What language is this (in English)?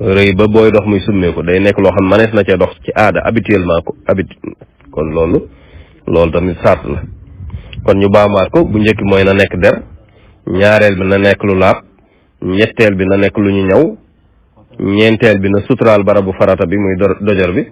Wolof